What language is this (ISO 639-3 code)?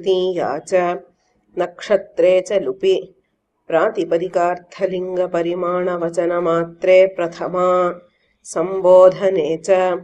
san